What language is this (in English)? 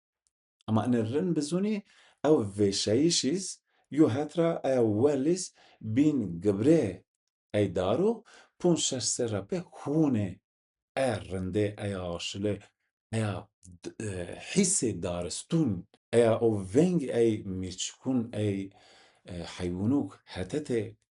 Zaza